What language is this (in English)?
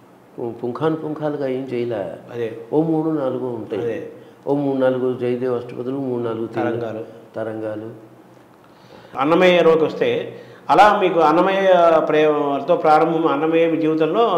Telugu